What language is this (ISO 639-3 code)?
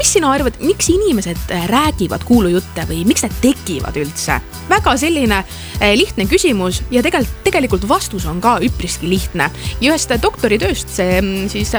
est